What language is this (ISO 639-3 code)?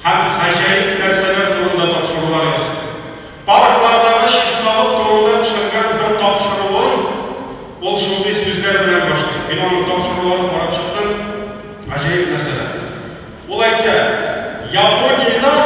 tat